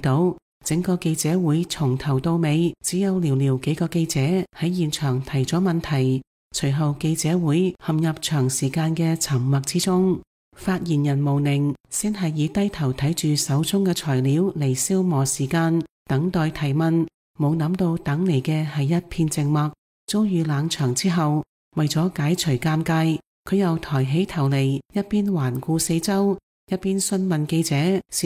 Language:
Cantonese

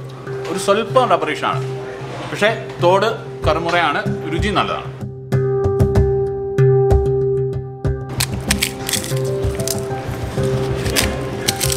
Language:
Malayalam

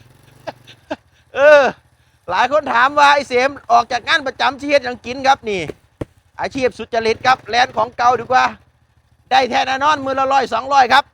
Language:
Northeastern Thai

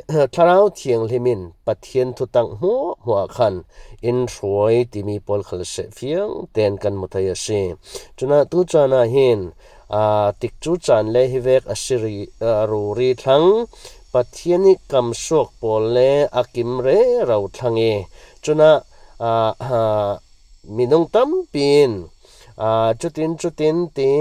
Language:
Falam Chin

